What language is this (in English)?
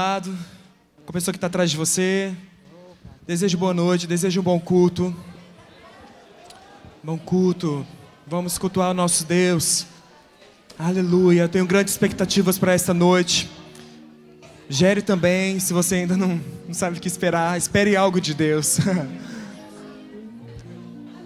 Portuguese